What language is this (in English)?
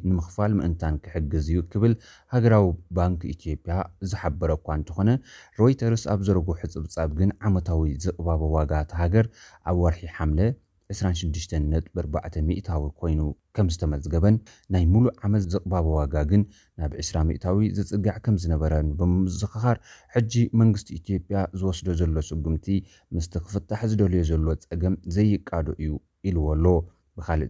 Tigrinya